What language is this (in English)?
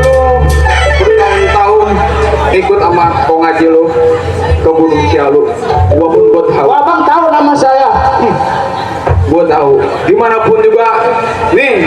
Betawi